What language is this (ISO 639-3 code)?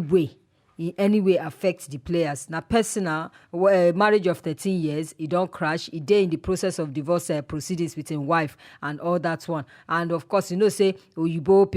pcm